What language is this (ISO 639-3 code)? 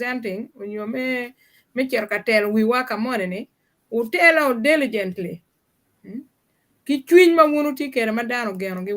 ach